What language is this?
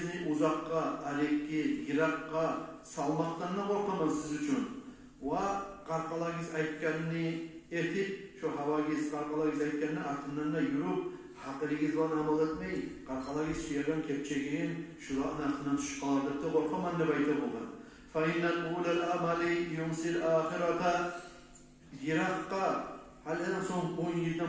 Kumyk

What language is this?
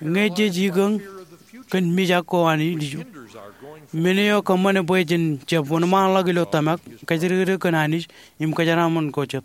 Marshallese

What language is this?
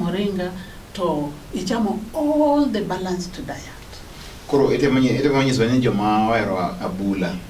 Luo (Kenya and Tanzania)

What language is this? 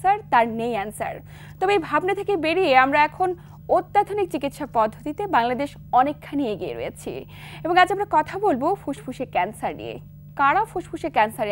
Bangla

